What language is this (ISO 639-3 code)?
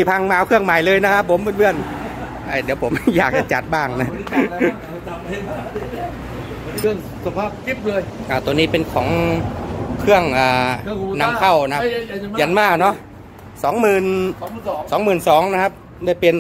tha